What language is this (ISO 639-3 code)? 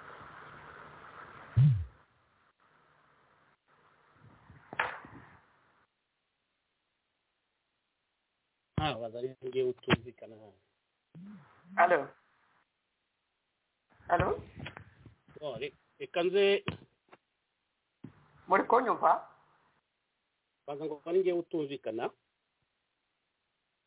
kin